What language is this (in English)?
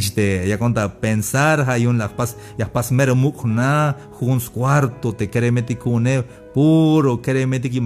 Tzeltal